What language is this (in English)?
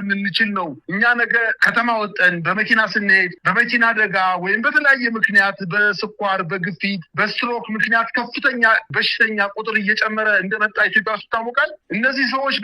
Amharic